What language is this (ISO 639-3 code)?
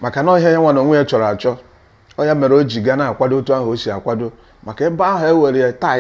ibo